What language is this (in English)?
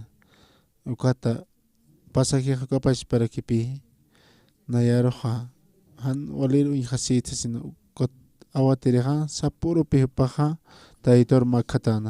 Aymara